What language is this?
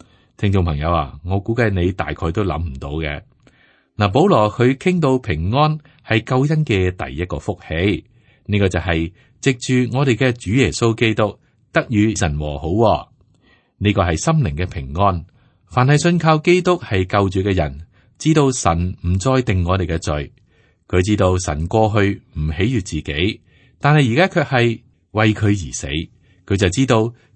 Cantonese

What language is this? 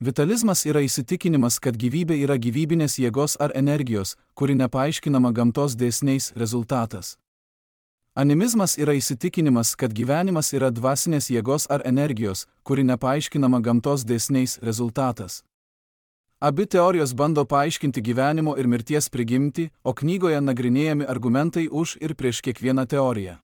Lithuanian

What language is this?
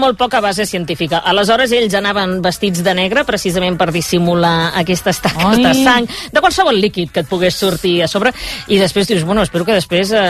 Catalan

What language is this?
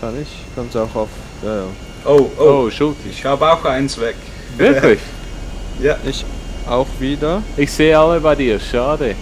Swiss German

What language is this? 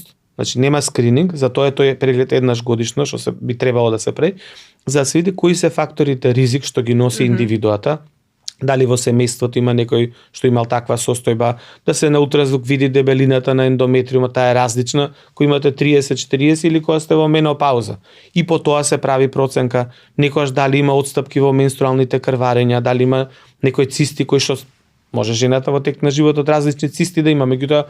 Macedonian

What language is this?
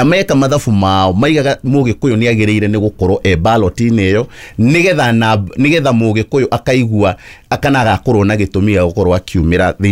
Kikuyu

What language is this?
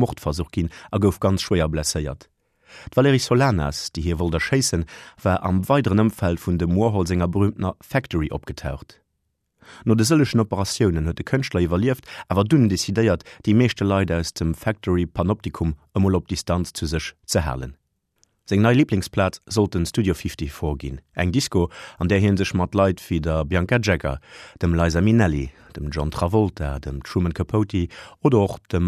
Luxembourgish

